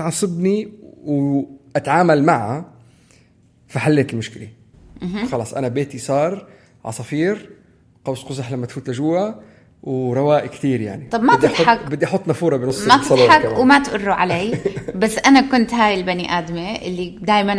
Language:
North Levantine Arabic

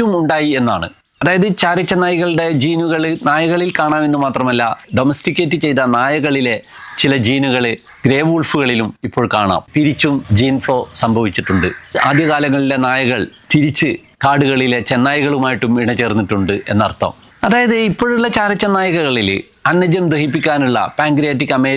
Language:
Malayalam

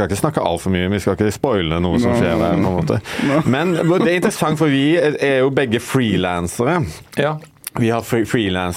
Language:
Norwegian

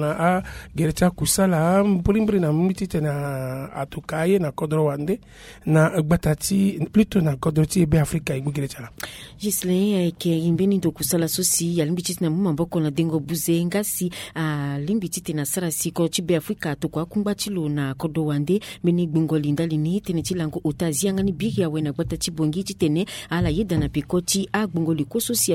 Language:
Sango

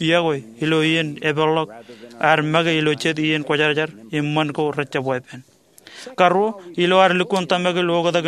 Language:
Marshallese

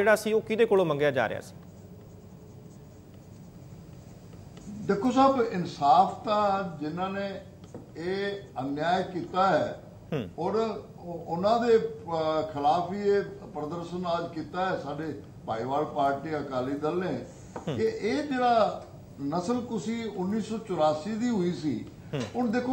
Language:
Punjabi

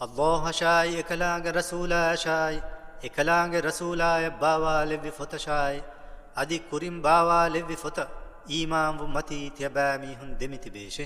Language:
Divehi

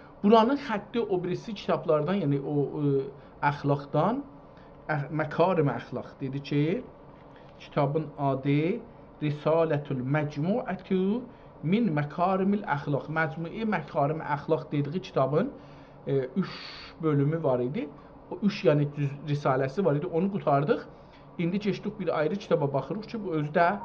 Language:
South Azerbaijani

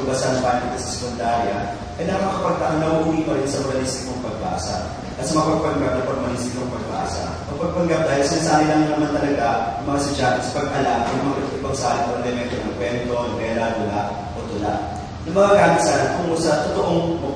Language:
Filipino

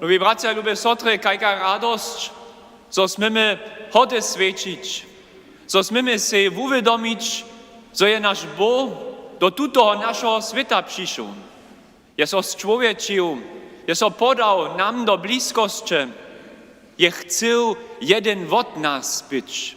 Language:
Upper Sorbian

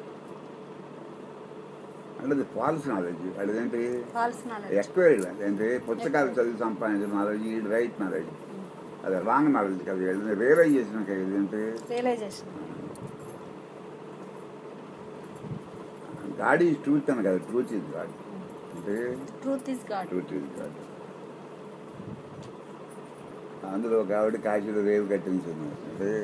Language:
Telugu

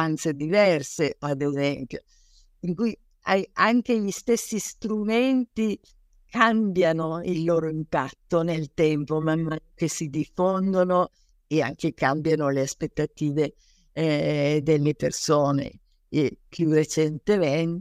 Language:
Italian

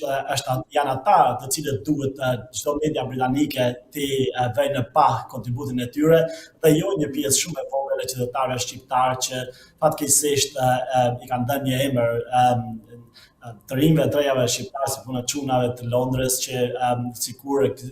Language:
Albanian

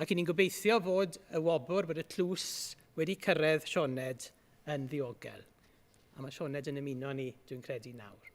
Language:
Welsh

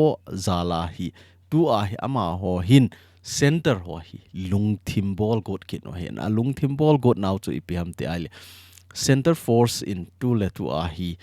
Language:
Thado Chin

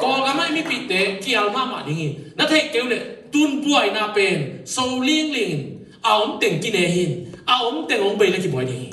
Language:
Tedim Chin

